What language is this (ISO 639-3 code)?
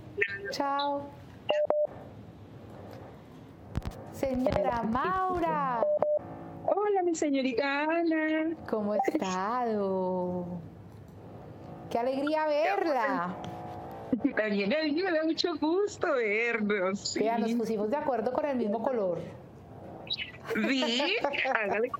spa